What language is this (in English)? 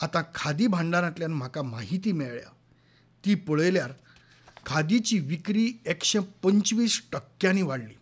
Konkani